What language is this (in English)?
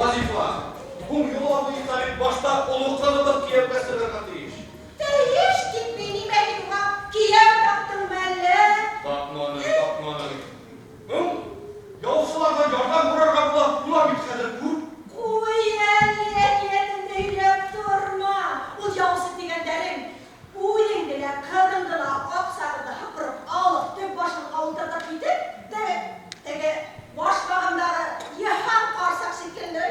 Bashkir